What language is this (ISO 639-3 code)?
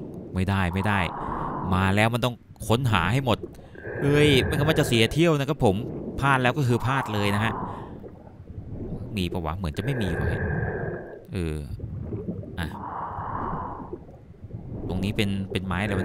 tha